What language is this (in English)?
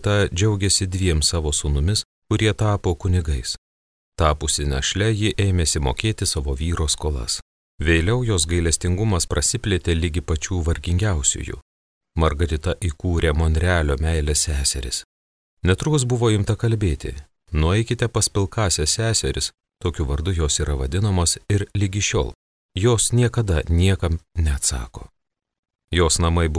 Lithuanian